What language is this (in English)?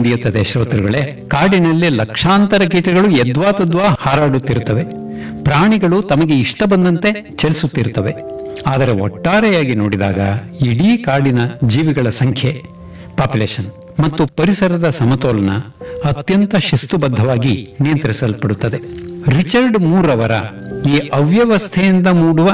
Kannada